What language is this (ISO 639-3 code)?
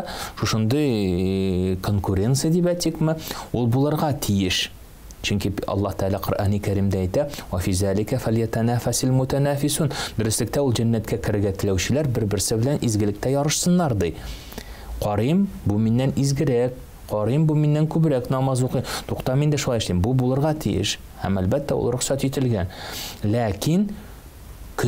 tat